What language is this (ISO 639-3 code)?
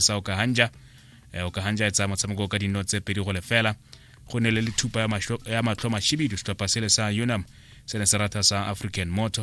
tsn